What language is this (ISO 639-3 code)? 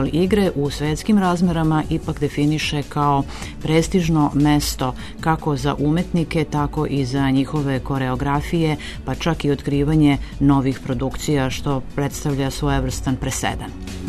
srp